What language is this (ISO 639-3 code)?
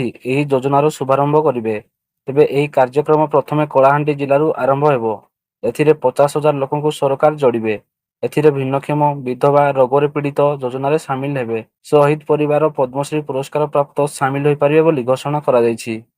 ori